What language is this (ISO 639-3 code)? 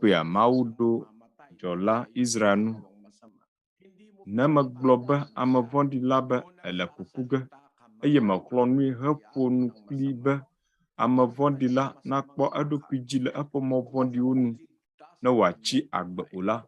ewe